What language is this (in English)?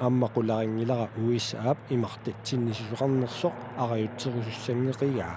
Kalaallisut